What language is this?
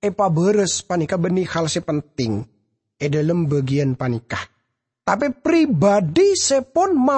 Madurese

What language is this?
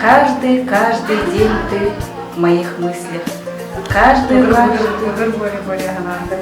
Buriat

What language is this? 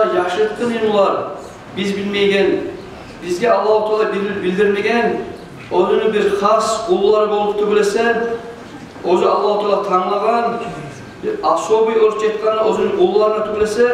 Kumyk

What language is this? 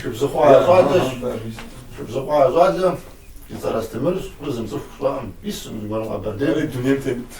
Kabardian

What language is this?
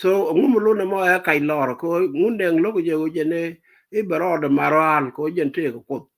Nuer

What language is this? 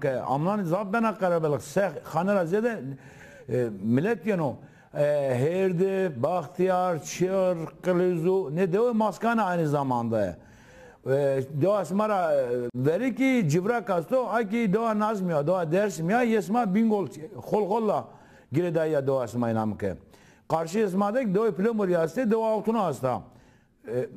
Zaza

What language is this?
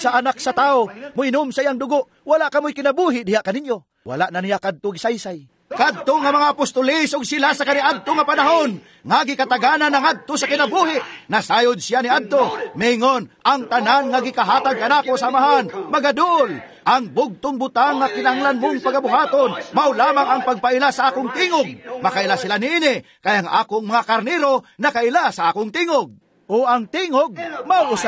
Cebuano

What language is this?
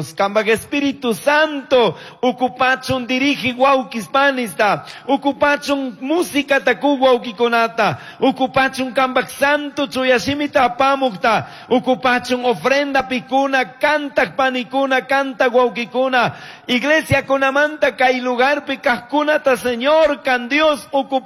Chimborazo Highland Quichua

